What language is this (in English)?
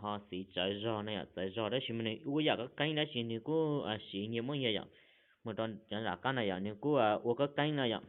Hmong